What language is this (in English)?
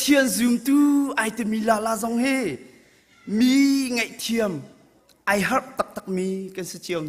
Hakha Chin